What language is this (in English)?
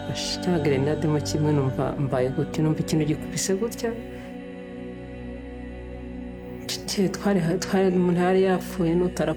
Kinyarwanda